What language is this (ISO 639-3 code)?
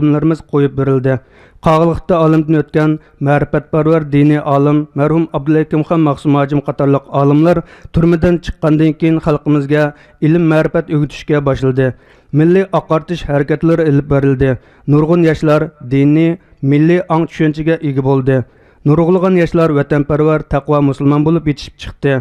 uig